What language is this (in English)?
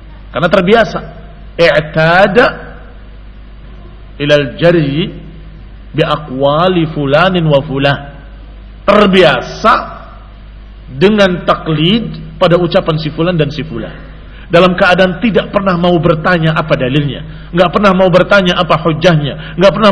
Indonesian